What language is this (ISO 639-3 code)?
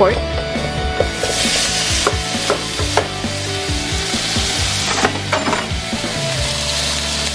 fil